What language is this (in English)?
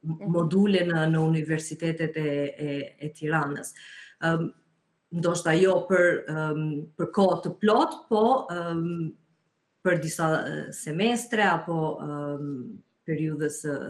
Albanian